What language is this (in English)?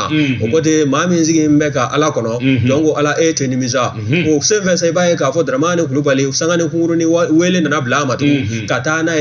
Bambara